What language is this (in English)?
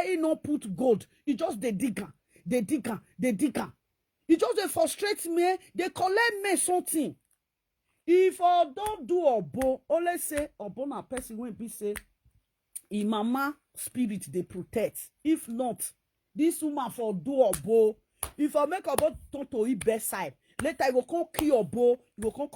Nigerian Pidgin